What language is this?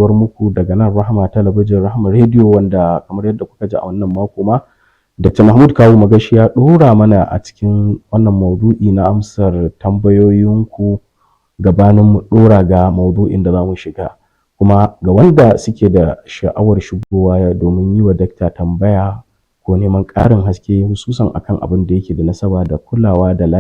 Hausa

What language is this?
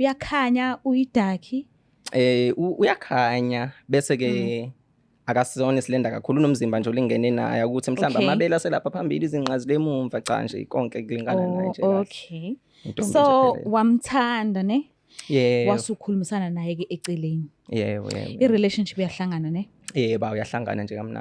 Zulu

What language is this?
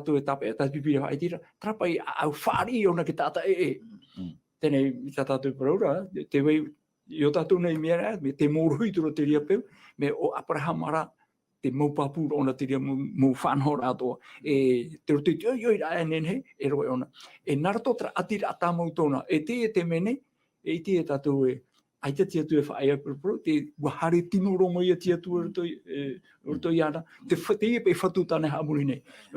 Tahitian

